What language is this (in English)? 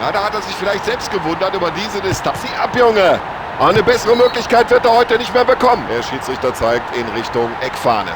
Bavarian